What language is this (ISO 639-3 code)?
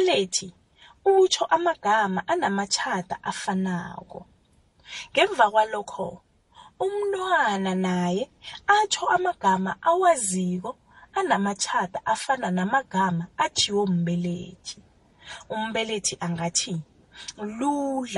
nbl